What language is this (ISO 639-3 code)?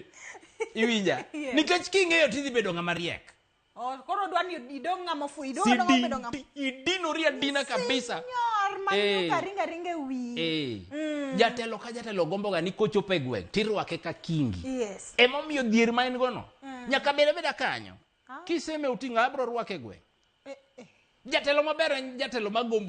luo